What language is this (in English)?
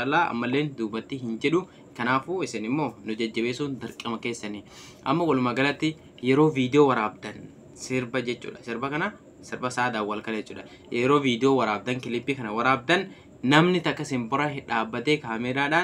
Oromo